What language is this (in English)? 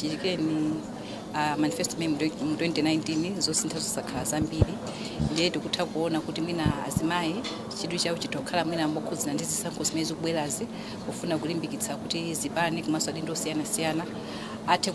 Nyanja